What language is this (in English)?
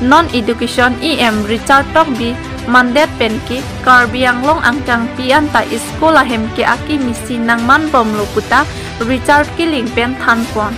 Karbi